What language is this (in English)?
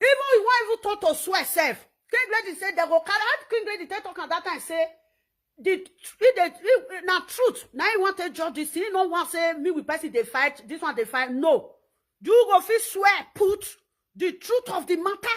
Nigerian Pidgin